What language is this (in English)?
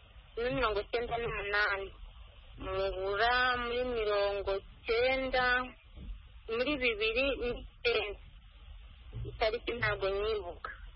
Kinyarwanda